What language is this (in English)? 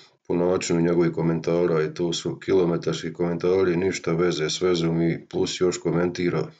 Croatian